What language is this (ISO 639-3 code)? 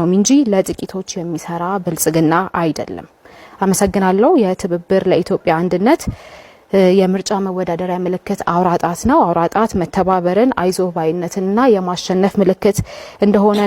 amh